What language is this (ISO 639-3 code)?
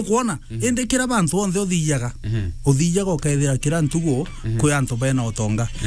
mer